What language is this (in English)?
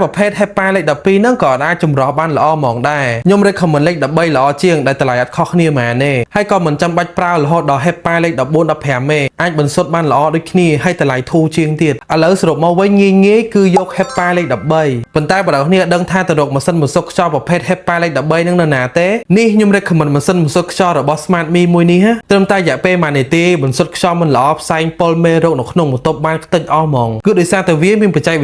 Khmer